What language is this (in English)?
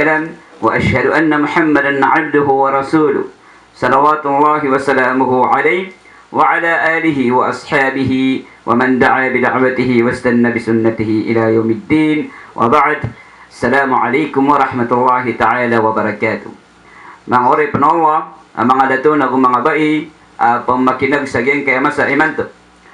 Maranao